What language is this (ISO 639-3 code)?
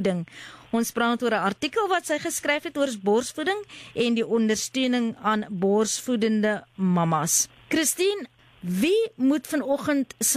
afr